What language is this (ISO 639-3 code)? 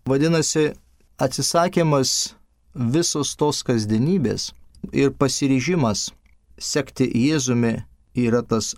lit